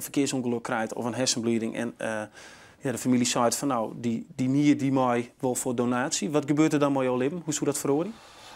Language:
Western Frisian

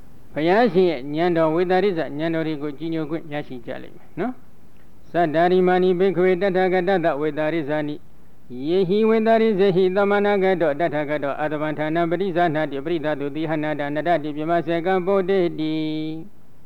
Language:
Burmese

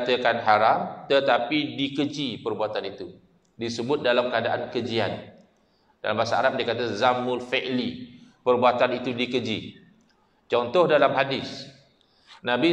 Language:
Malay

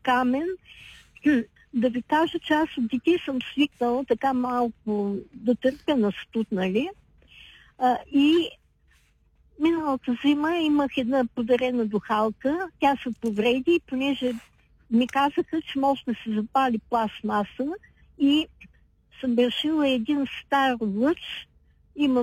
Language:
Bulgarian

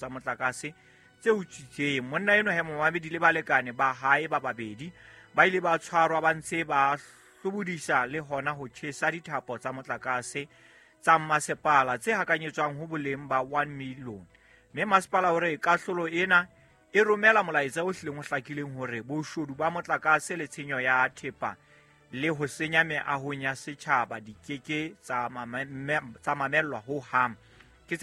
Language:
Southern Sotho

